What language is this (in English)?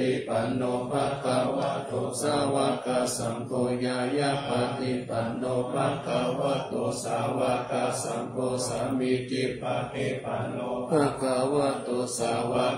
Pali